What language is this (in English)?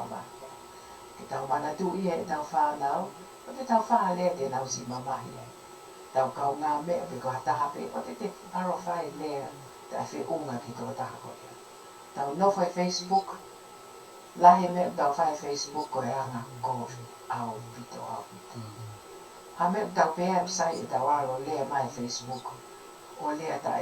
Tongan